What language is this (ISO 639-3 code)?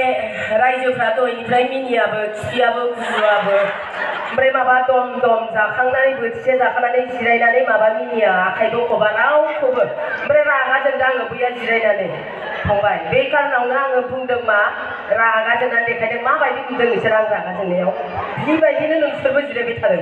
brx